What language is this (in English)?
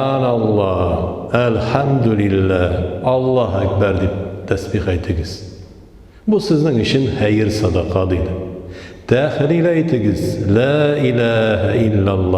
Tatar